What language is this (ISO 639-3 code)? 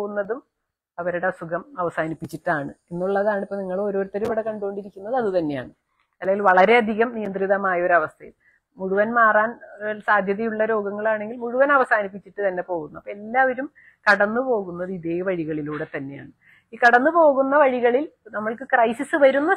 mal